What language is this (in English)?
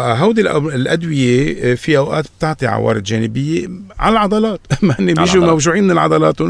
North Levantine Arabic